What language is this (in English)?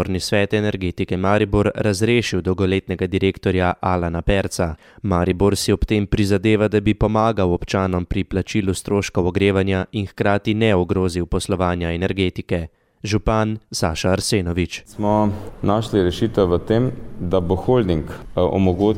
Slovenian